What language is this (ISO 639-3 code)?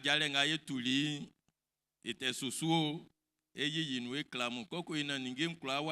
bci